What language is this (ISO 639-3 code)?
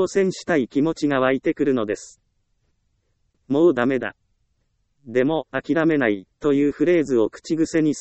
jpn